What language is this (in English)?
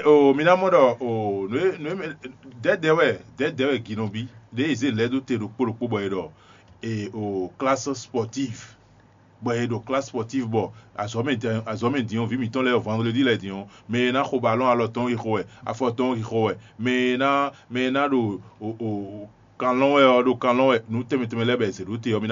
Fon